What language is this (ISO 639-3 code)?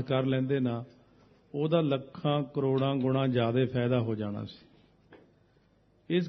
pan